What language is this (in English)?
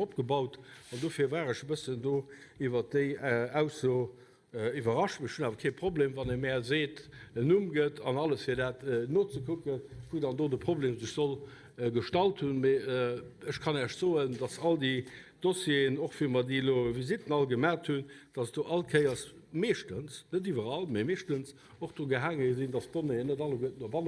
Luxembourgish